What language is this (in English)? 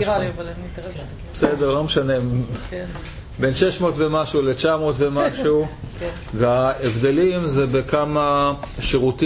Hebrew